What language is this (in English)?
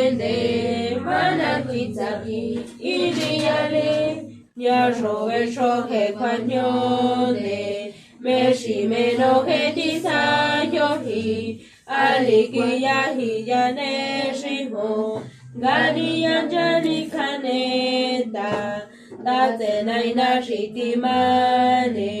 San Jerónimo Tecóatl Mazatec